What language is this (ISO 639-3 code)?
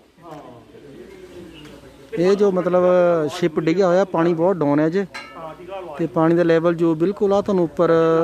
pan